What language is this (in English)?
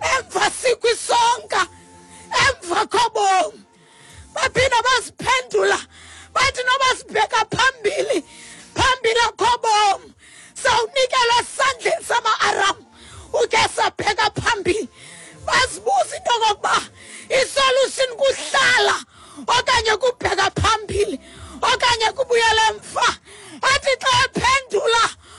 Xhosa